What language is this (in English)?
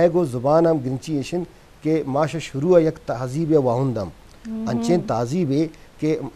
Eastern Balochi